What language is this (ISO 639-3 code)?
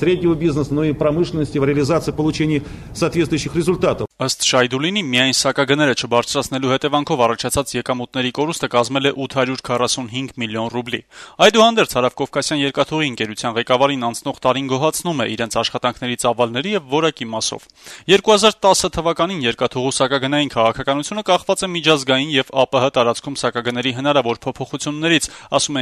hye